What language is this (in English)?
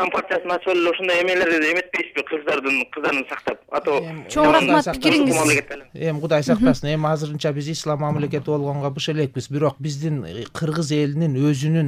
Kyrgyz